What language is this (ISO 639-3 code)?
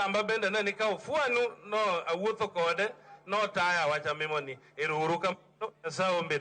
luo